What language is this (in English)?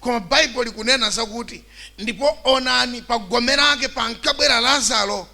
Nyanja